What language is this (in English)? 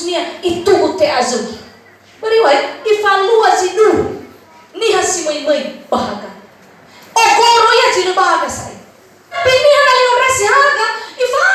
Nias